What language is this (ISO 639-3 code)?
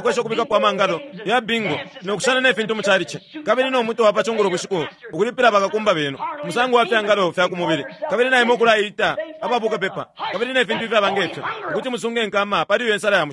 bem